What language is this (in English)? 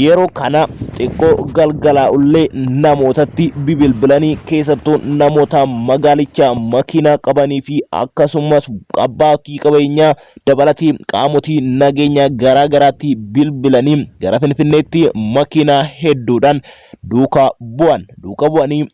Oromo